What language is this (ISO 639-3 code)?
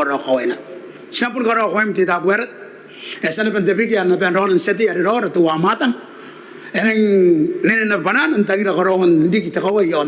gil